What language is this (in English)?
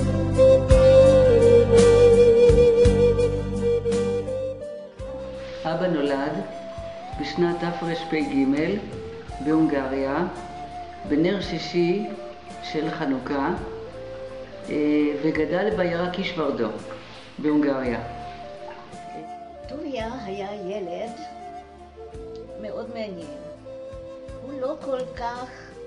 Hebrew